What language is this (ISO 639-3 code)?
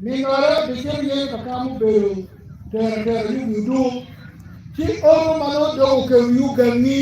ach